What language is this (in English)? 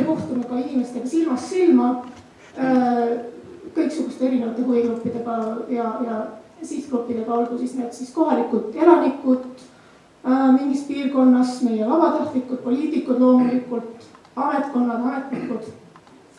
Estonian